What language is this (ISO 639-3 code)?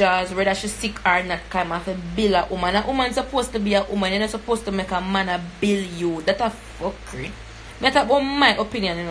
jam